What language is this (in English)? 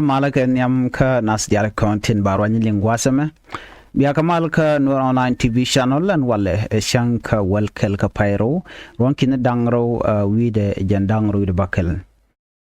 Nuer